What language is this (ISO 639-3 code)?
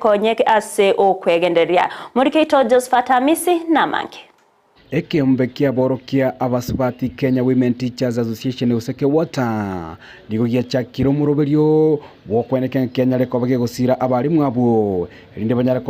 guz